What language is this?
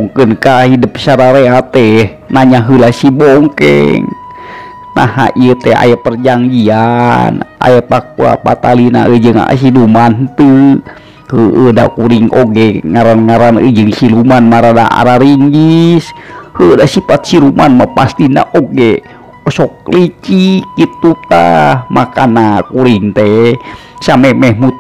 Sundanese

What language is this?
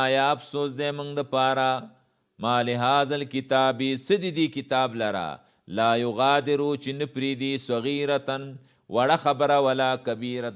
Pashto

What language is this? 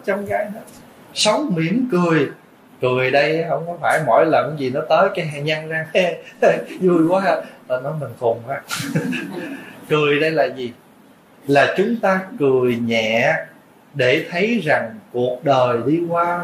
Vietnamese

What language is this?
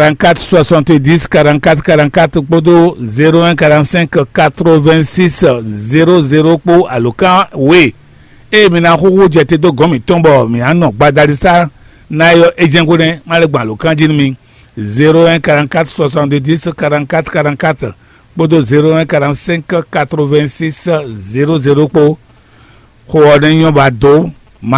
Fon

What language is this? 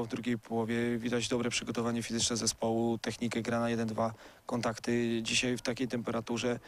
Polish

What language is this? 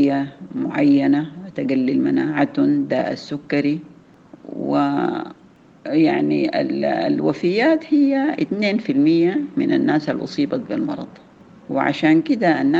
Sudanese Arabic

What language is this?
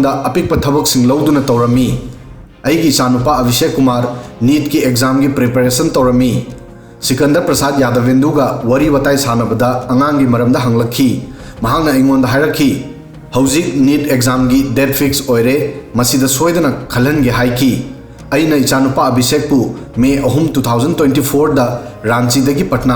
Manipuri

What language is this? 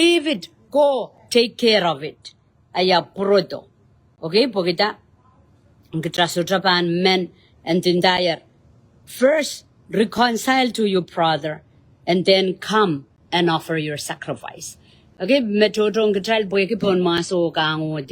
Pohnpeian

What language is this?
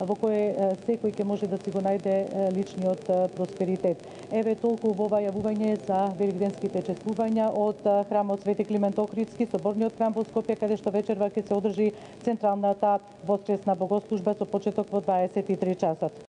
Macedonian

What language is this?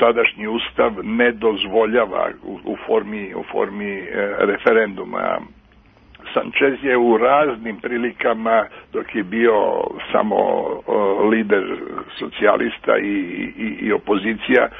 Serbian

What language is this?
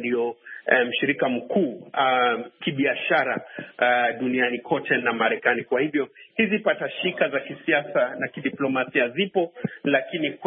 Swahili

